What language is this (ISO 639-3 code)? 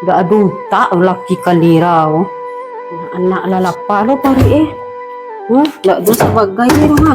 min